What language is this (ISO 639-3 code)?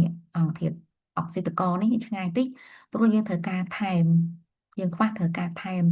khm